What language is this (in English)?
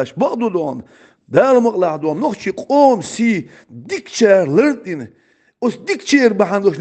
Chechen